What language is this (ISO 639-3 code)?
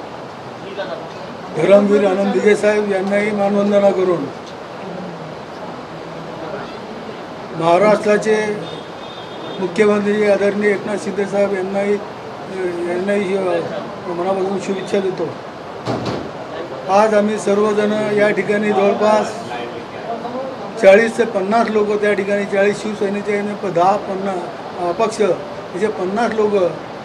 mar